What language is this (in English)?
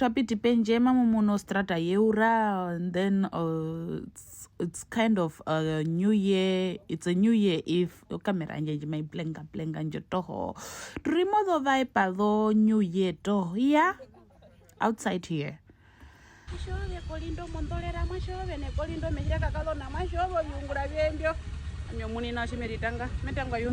Herero